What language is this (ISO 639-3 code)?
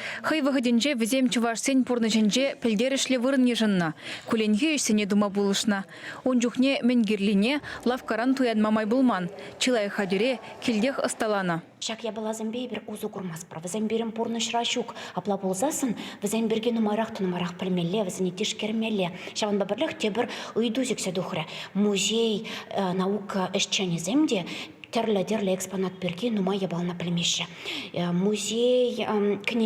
chv